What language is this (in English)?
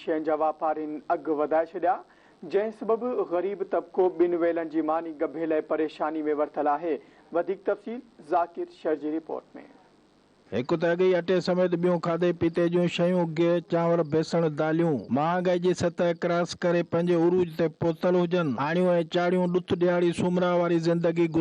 Sindhi